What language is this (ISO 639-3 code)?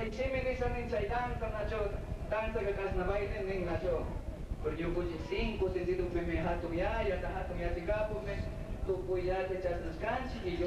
qug